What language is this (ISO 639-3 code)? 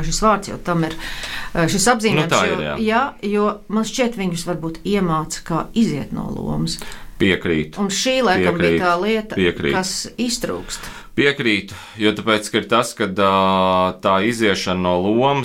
lav